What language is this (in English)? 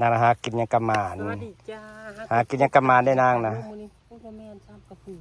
Northeastern Thai